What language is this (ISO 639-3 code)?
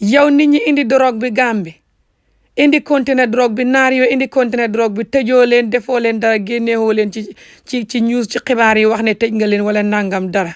wol